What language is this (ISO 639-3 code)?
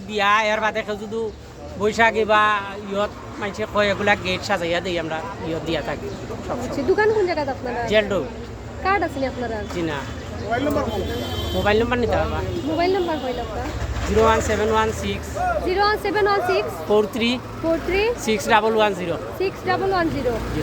syl